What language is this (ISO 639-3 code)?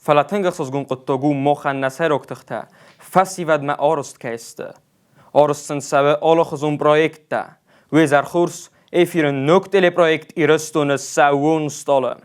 oss